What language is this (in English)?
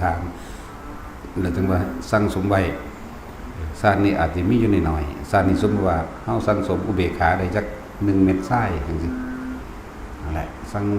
Lao